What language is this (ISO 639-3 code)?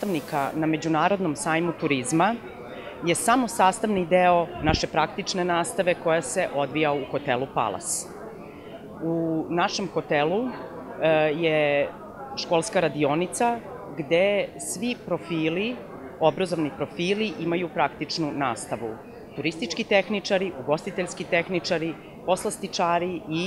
srp